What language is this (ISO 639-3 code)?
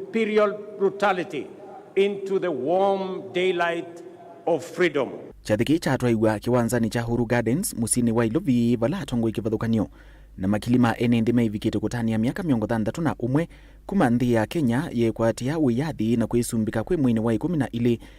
kam